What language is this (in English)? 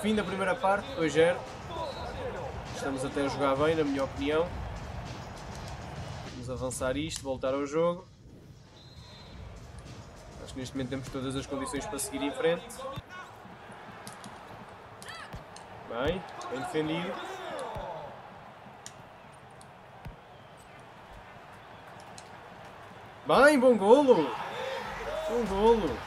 Portuguese